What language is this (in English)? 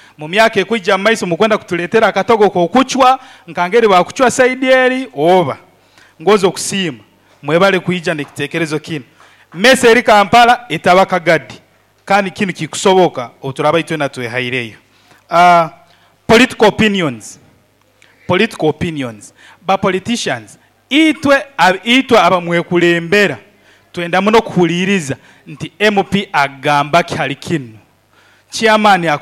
Nyoro